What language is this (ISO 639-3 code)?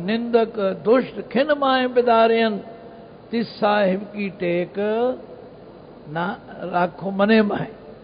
pan